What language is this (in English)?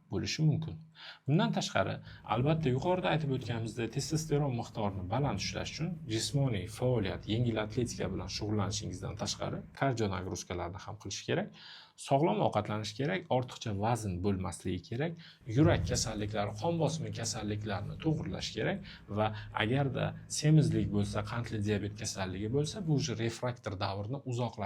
Uzbek